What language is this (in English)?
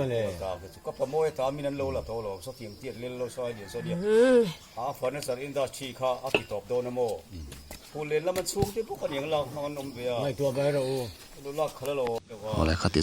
Mizo